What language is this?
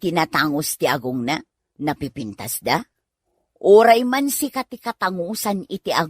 Iloko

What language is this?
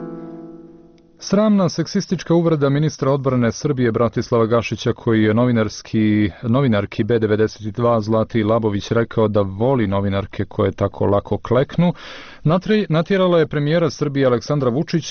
Bosnian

